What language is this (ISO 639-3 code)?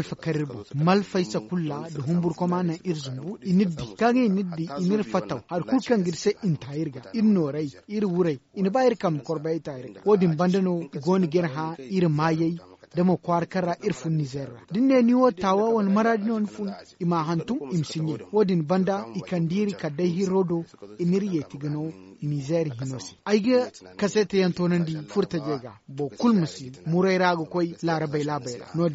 dje